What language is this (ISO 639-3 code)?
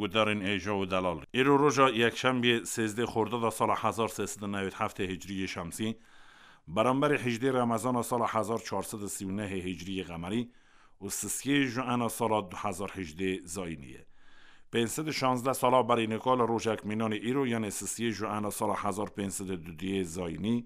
kur